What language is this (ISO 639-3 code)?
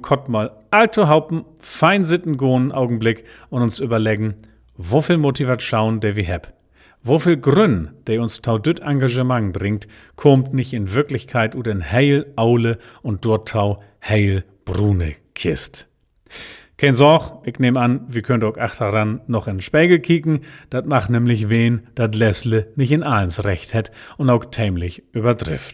nds